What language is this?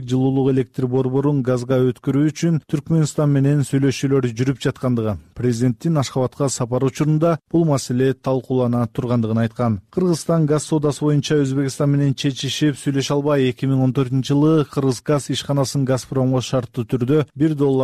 Kyrgyz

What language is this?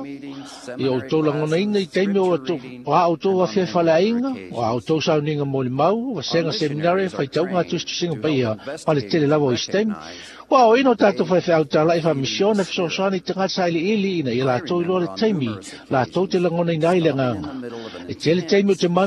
Samoan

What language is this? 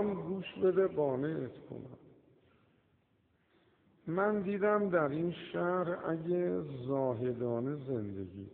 Persian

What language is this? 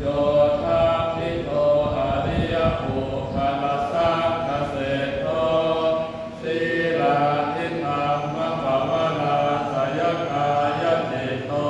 Pali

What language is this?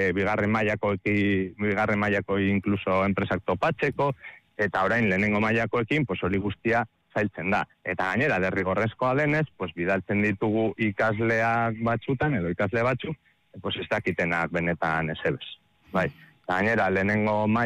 Basque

